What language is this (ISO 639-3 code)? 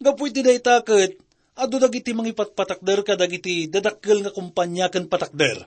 ilo